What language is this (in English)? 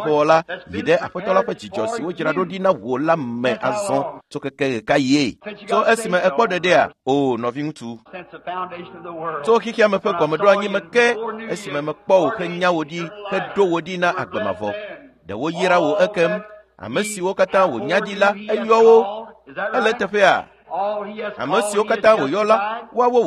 Ewe